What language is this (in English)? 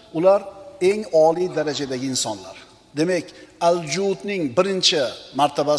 Uzbek